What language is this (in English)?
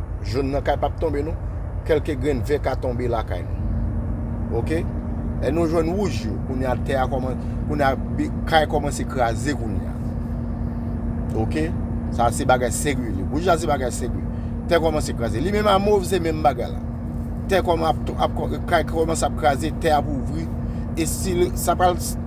Haitian Creole